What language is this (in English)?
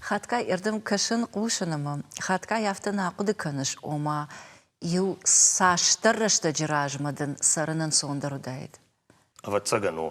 Ossetic